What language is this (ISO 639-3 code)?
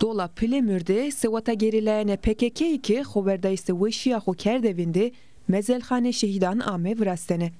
zza